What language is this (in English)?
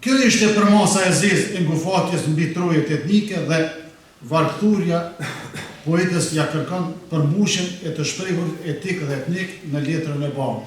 Albanian